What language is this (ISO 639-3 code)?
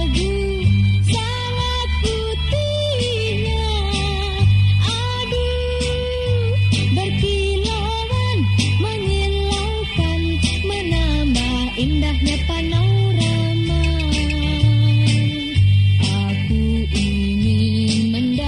ind